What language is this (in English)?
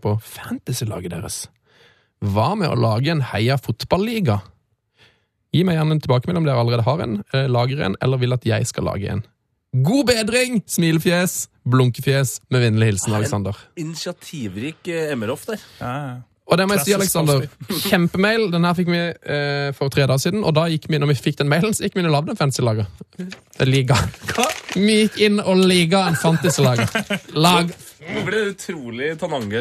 Norwegian